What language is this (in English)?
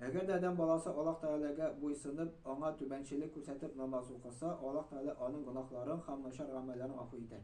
Tatar